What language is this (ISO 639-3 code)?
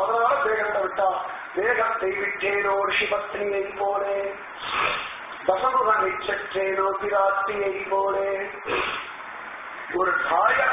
tam